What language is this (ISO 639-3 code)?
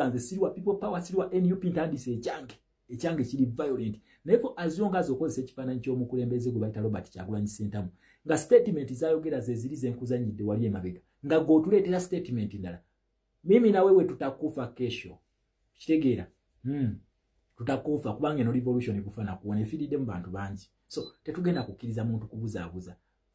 lug